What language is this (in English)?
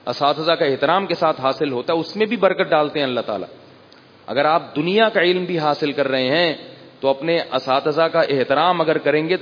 Urdu